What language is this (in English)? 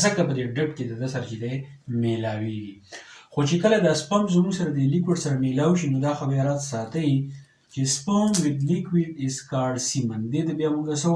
Pashto